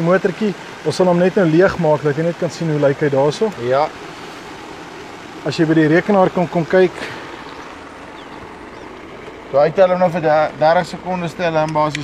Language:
Afrikaans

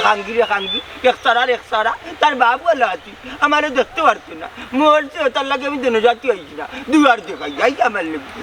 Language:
Sylheti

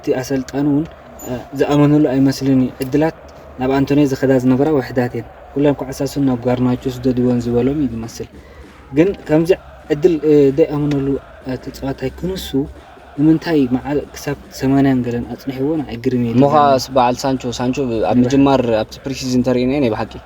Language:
Tigrinya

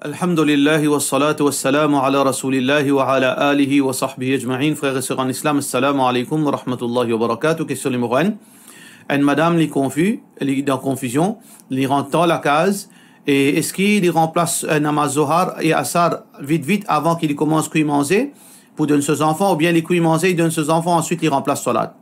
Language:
Morisyen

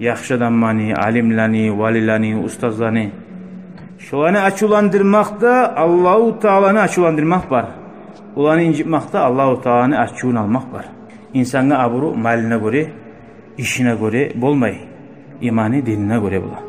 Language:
Kumyk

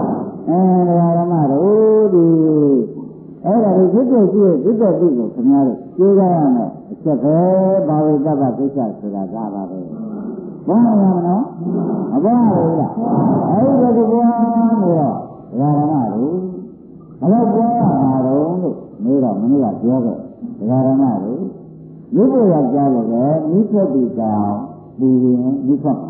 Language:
Burmese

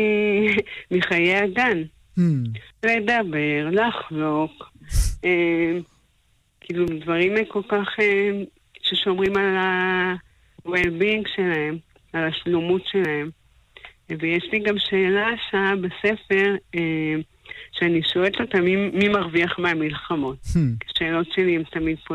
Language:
Hebrew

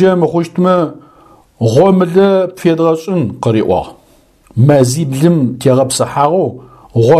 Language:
Adyghe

